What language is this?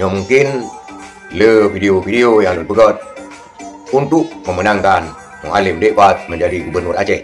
Achinese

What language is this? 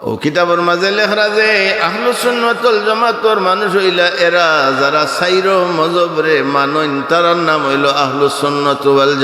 Sylheti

